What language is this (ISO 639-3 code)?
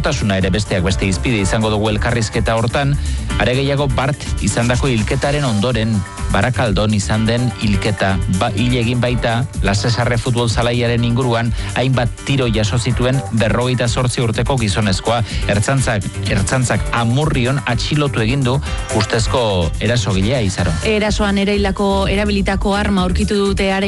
eus